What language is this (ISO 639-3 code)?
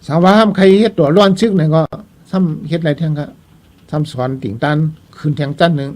shn